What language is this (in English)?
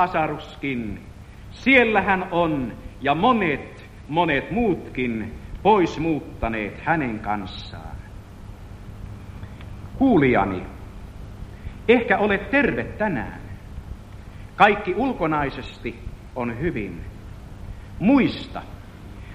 Finnish